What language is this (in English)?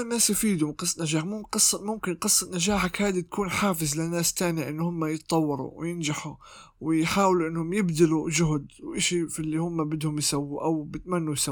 North Levantine Arabic